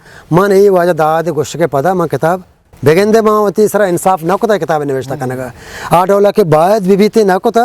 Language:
Eastern Balochi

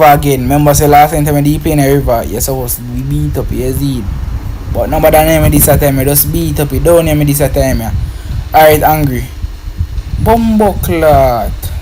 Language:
Jamaican Creole English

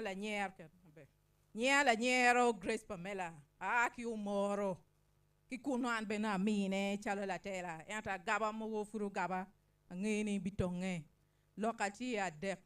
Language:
Acoli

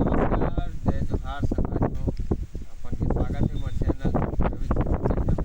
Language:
Chhattisgarhi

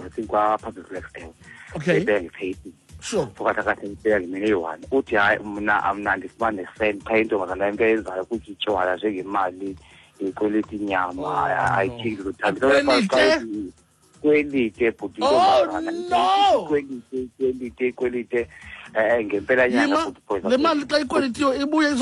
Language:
Xhosa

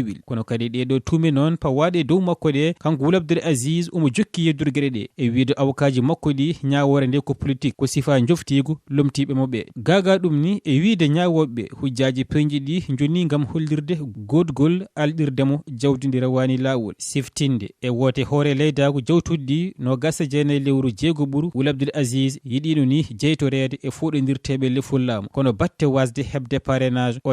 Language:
Fula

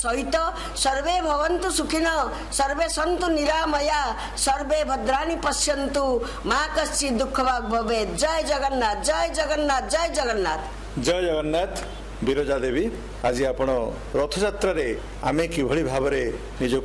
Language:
Odia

